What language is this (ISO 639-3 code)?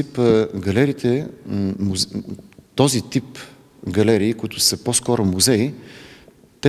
bul